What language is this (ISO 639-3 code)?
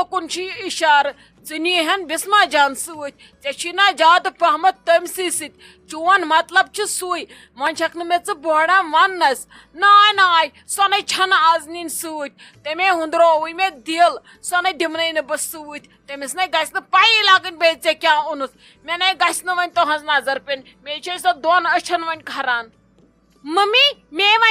kas